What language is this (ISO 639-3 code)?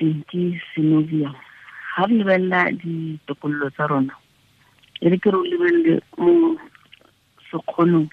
tsn